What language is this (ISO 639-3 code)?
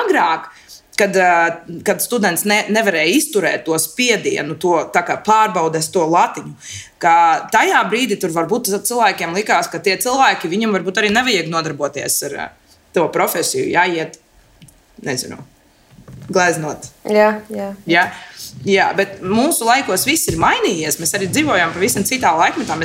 lav